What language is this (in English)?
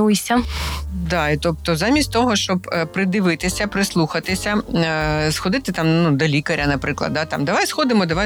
Ukrainian